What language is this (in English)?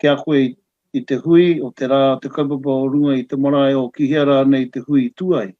Māori